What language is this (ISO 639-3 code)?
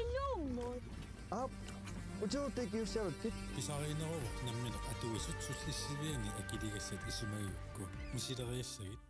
kal